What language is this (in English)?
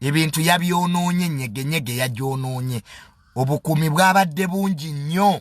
Ganda